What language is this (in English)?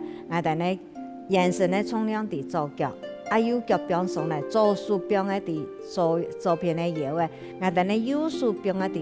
Hakka Chinese